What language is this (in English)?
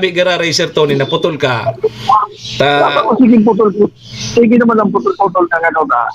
Bikol